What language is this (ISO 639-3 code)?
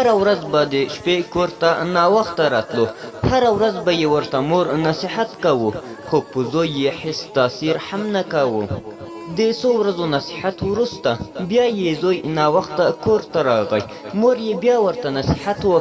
pus